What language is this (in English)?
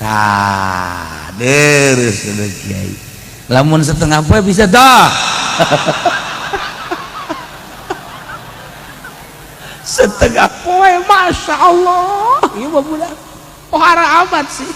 Sundanese